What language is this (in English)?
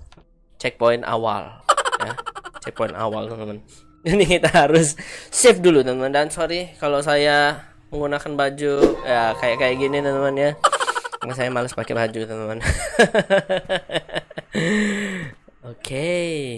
Indonesian